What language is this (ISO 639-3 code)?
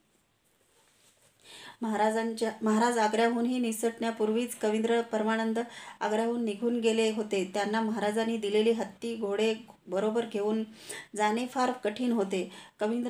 mar